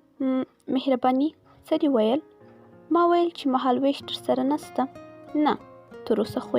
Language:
Pashto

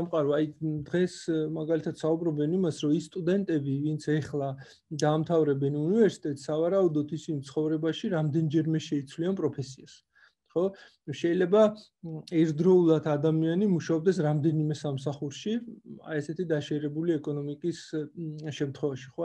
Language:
Georgian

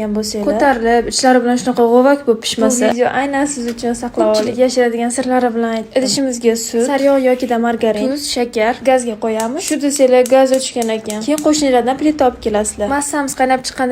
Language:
Uzbek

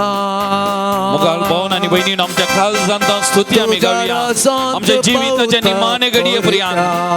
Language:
Konkani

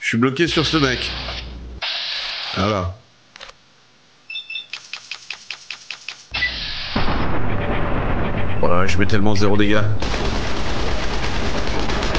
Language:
French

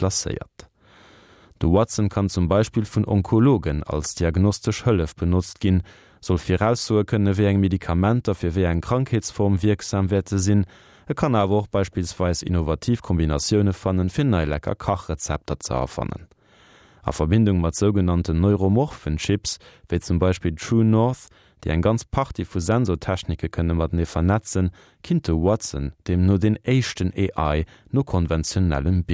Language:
Luxembourgish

